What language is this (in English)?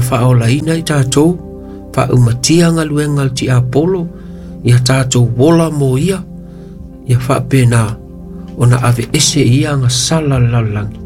Samoan